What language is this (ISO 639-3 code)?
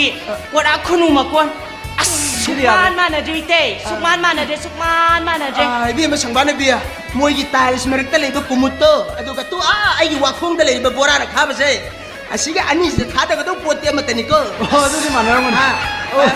mni